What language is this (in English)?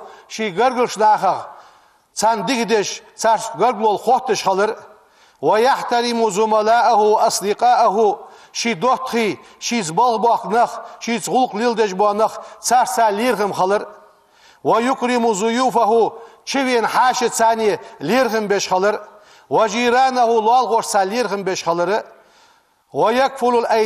Ingush